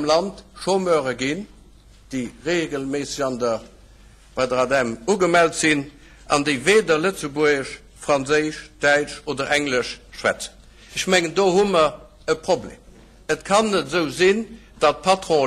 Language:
Luxembourgish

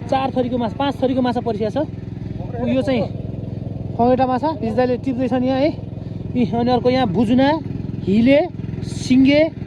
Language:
Nepali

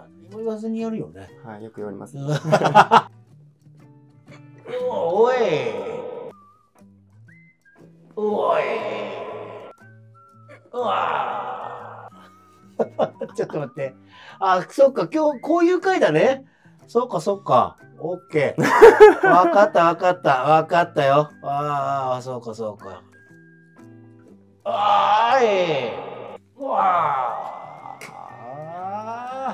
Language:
Japanese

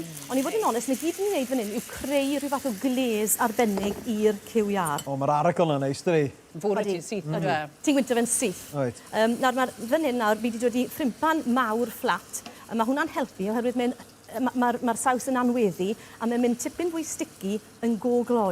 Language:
Welsh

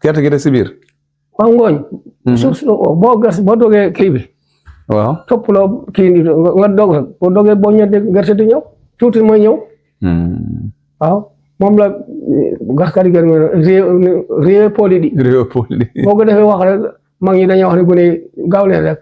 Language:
Wolof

